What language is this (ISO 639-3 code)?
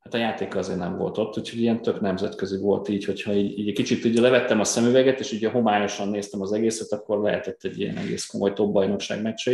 hun